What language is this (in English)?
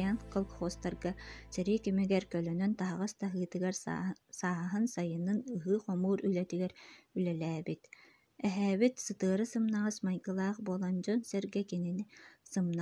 Yakut